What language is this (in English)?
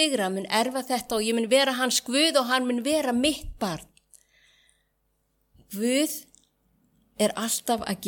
Icelandic